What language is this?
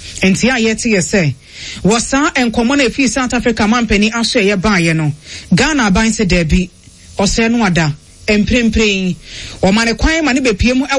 Akan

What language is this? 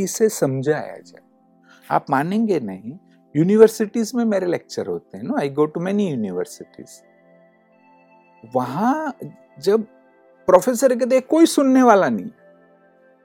Hindi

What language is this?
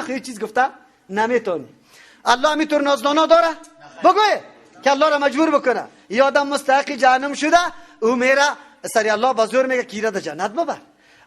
Persian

